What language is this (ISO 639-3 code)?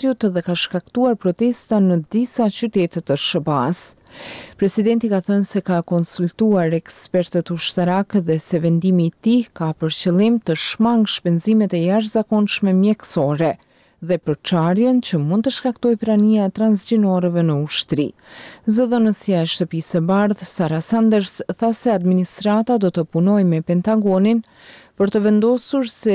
sqi